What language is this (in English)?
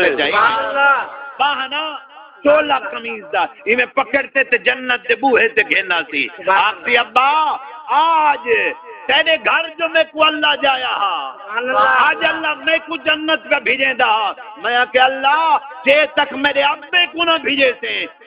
Saraiki